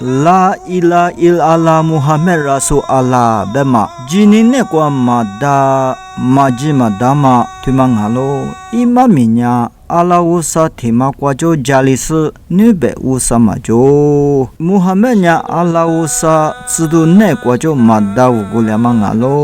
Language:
Lisu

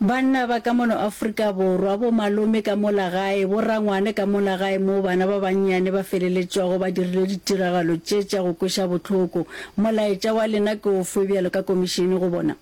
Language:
Northern Sotho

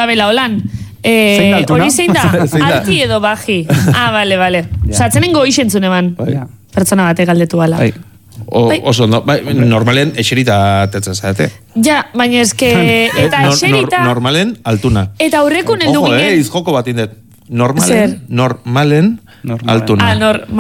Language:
Basque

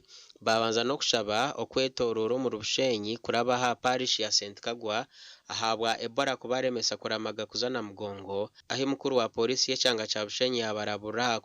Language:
Nyankole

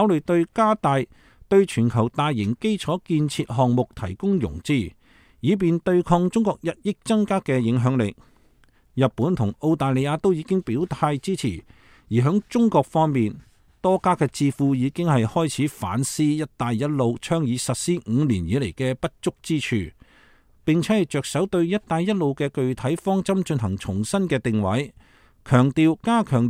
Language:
Cantonese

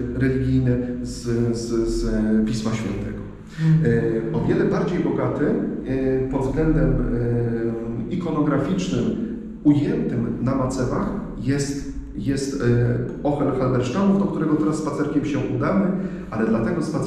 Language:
Polish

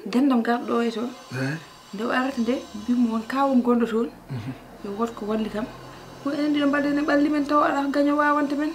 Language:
Fula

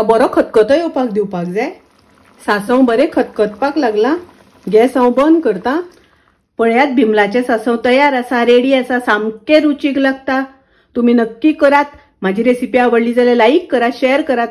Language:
Konkani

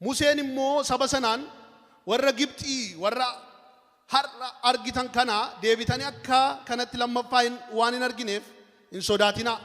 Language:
Oromo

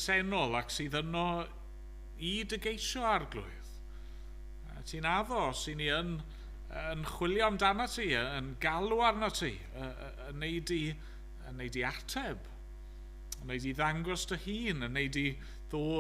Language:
Welsh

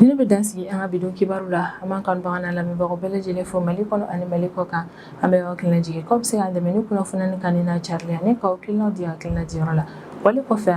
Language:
Bambara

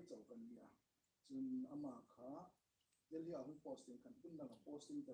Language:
Hmar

